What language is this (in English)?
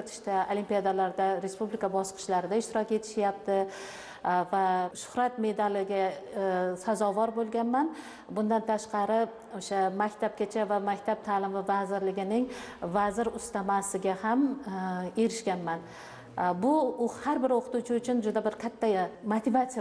Uzbek